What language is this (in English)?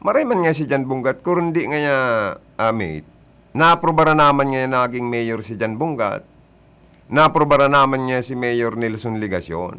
Bikol